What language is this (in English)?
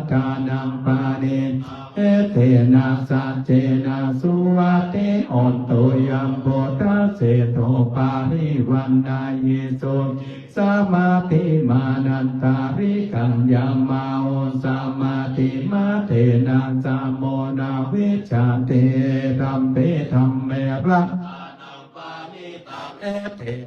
Pali